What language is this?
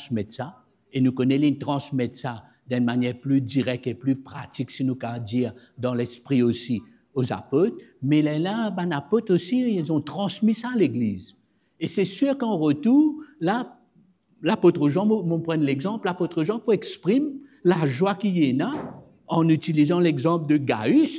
Morisyen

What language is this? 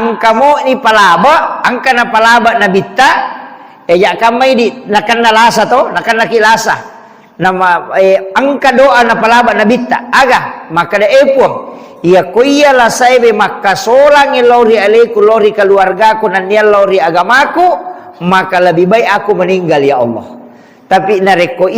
Buginese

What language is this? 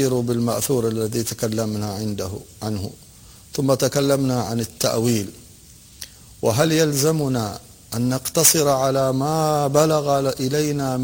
Arabic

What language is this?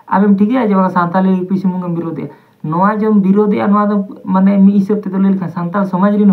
Santali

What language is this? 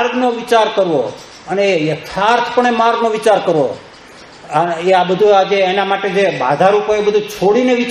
Gujarati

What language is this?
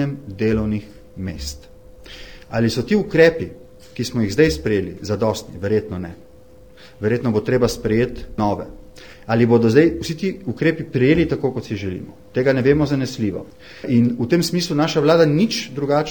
Slovenian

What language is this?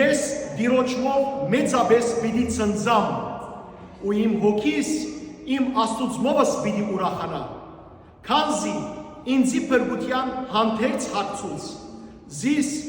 Western Armenian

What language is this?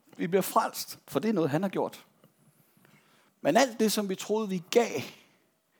Danish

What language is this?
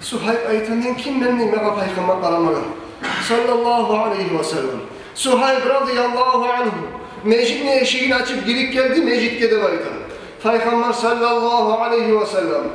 Kumyk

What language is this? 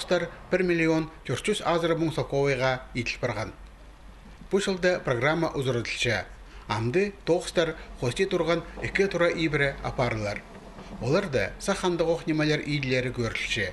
Khakas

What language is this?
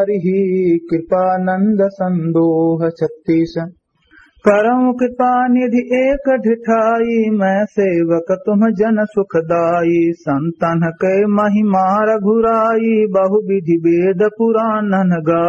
Awadhi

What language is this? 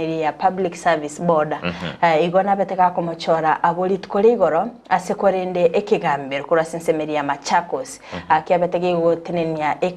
Gusii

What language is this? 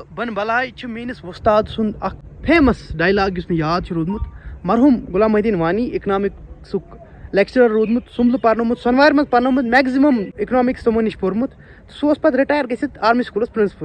Kashmiri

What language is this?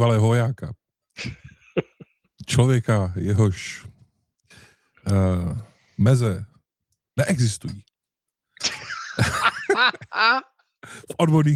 Czech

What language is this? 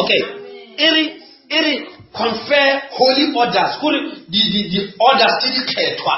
Northern Sotho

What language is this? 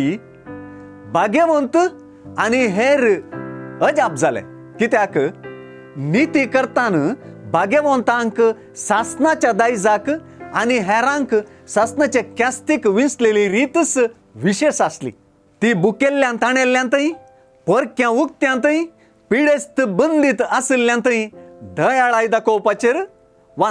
Konkani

